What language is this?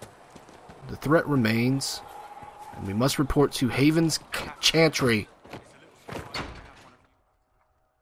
English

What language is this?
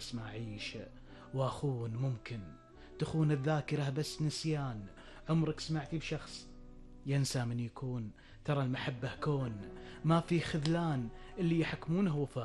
Gulf Arabic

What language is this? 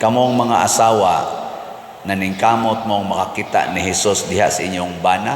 Cebuano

